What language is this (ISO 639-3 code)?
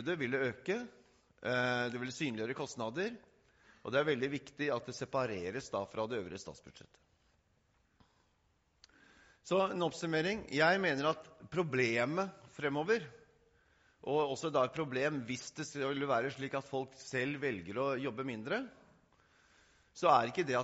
nor